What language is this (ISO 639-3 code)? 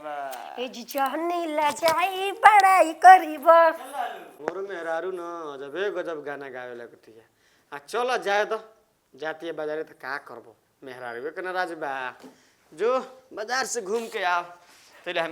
bho